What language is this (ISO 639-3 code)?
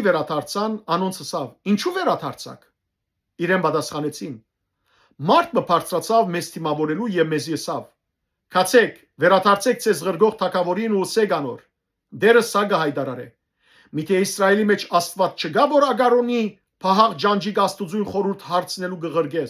hyw